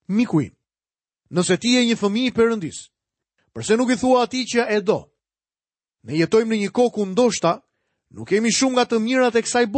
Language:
Albanian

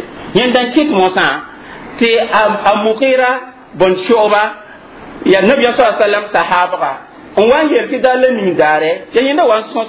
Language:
Mossi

